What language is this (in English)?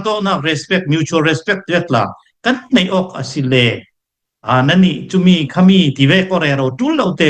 Hakha Chin